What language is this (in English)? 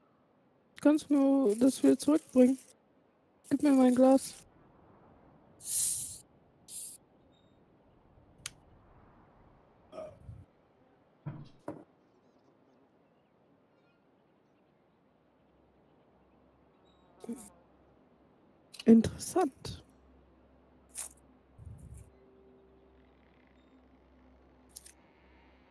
German